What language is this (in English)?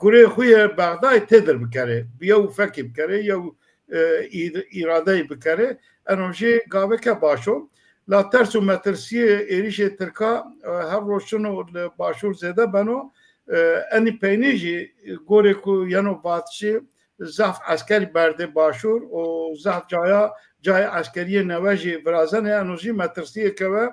Zaza